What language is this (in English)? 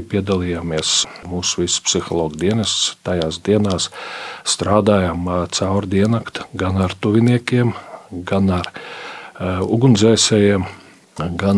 Latvian